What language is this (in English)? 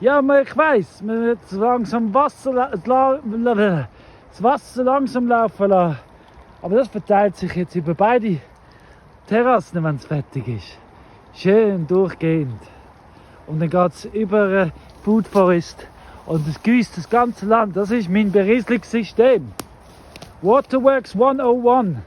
Swiss German